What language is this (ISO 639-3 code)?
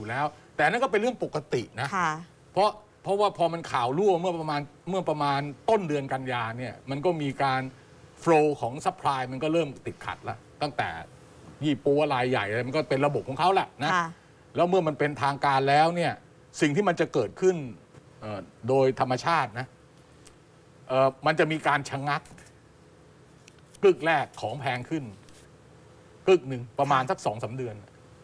tha